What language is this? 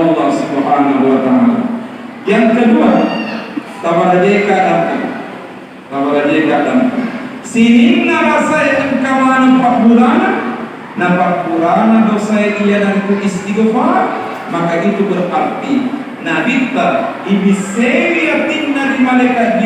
Buginese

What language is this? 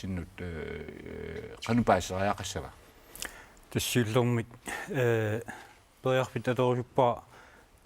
Kalaallisut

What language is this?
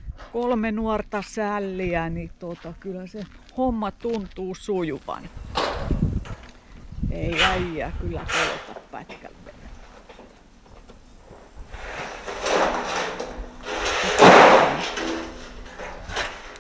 Finnish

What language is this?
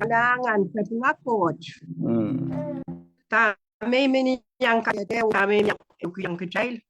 Pohnpeian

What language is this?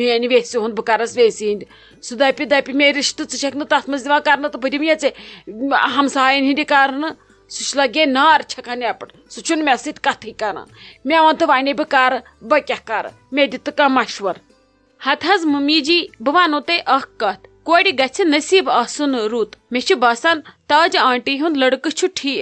Kashmiri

